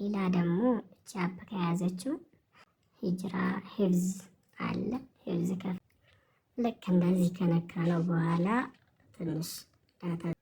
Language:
Amharic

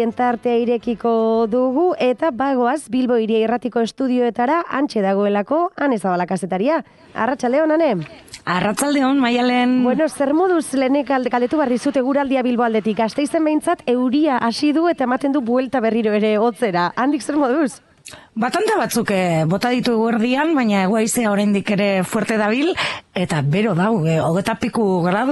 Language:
Basque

